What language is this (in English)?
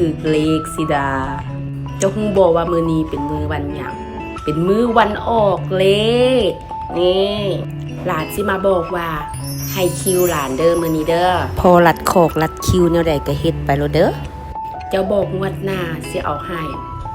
Lao